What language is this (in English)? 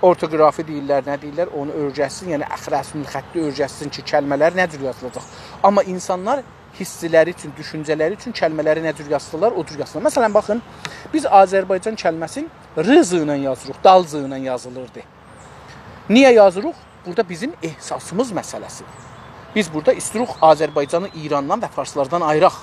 South Azerbaijani